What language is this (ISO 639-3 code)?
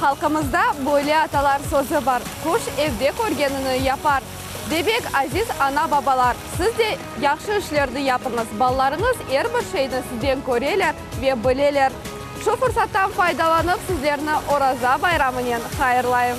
crh